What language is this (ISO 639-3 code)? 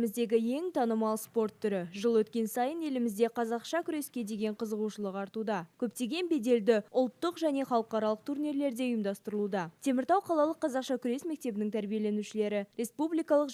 kaz